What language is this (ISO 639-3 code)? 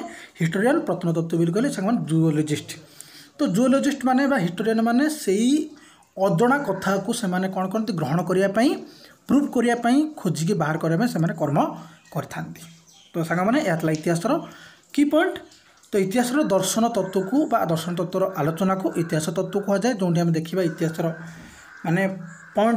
ori